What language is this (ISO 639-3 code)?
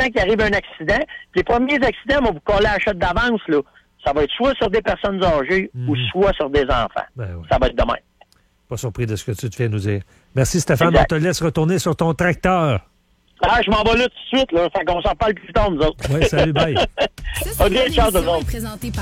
fra